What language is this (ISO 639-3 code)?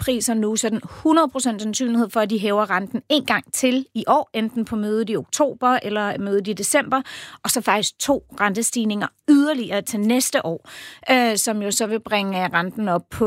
dan